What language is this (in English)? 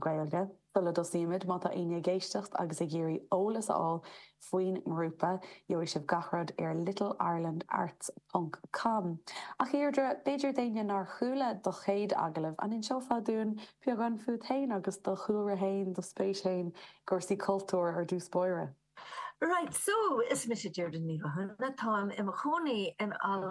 Irish